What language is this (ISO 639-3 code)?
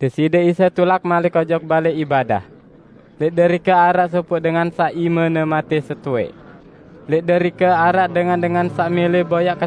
sas